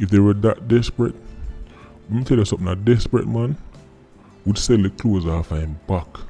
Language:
Jamaican Creole English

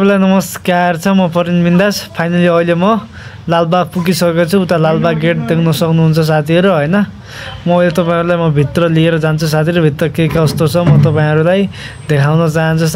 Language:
Nepali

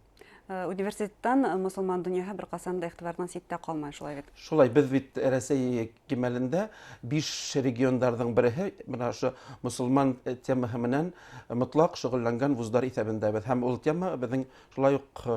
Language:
Bashkir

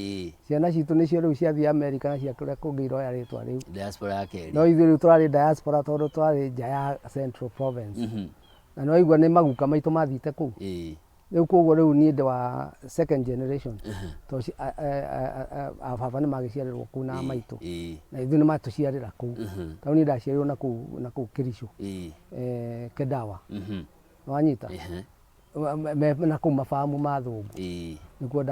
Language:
Kikuyu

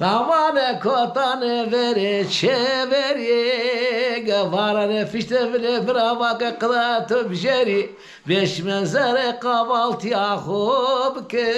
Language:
Zaza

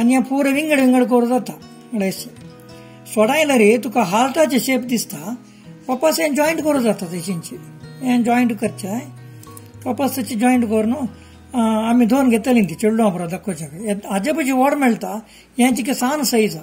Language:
Konkani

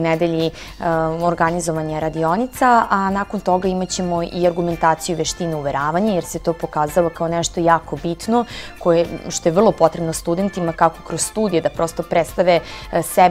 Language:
Serbian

